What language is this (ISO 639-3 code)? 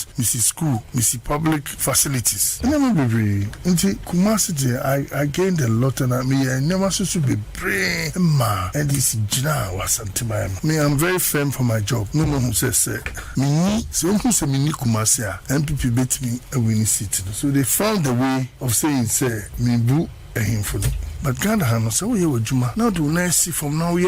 aka